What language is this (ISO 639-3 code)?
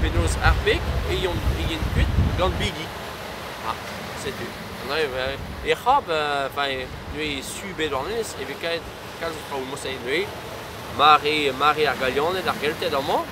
bre